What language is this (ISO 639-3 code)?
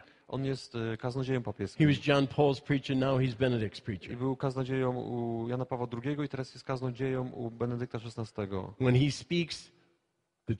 pol